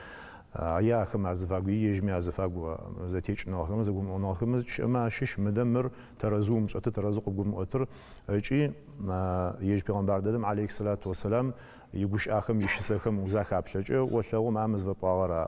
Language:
Adyghe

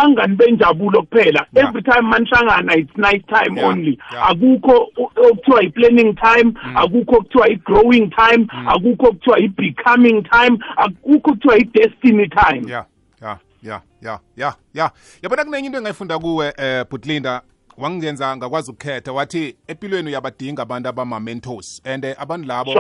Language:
South Ndebele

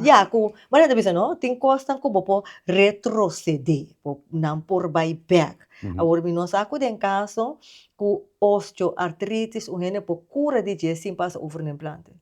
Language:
Papiamento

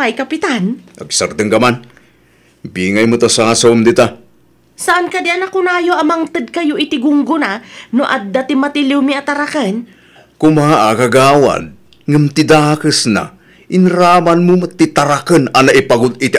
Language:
Iloko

